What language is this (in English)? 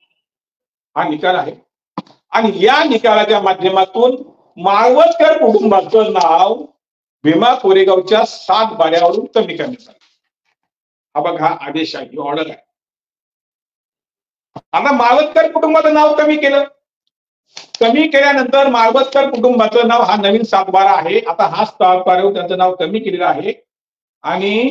Marathi